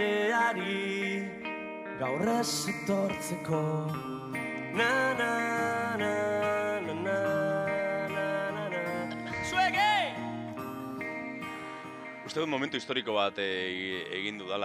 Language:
Basque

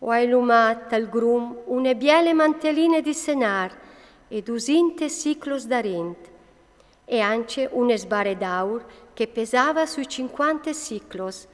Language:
Friulian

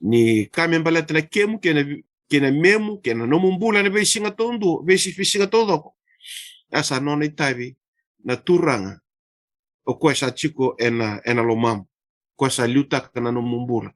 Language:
Fijian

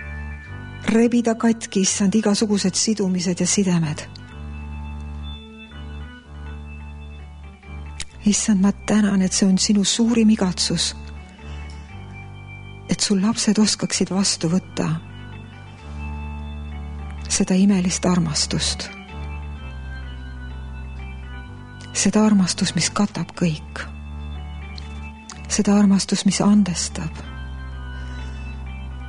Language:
Estonian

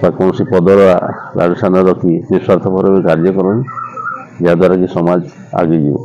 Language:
Odia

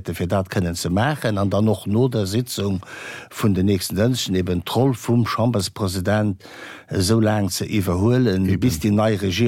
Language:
Luxembourgish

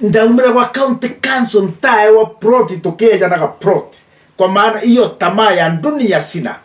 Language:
Meru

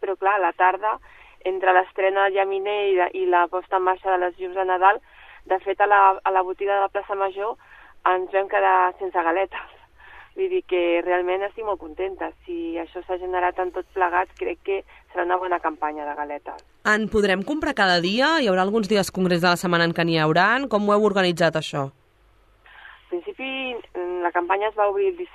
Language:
Catalan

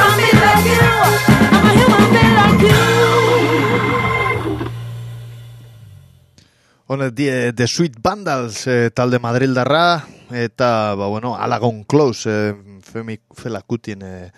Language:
Basque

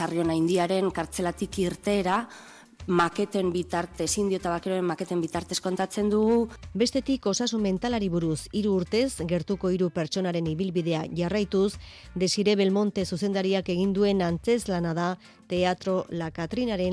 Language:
Basque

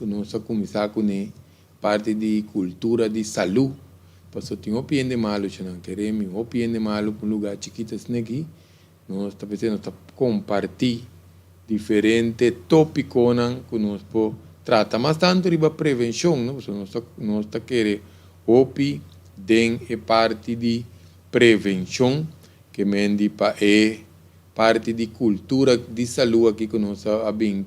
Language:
Papiamento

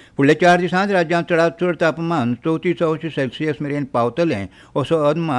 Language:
Konkani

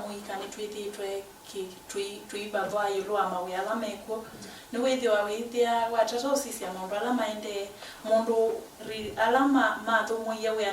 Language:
Kamba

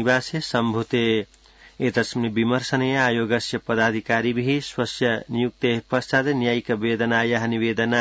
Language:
Sanskrit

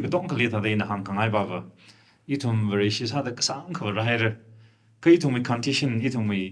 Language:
Tangkhul Naga (India)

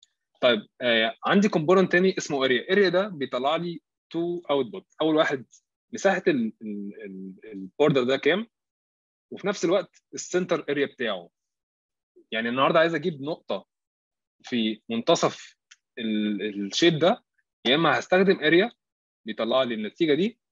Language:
Egyptian Arabic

